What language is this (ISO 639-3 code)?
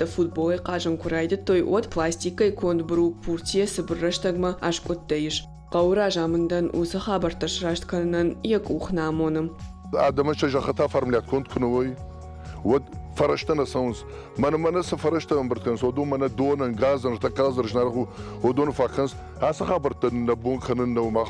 oss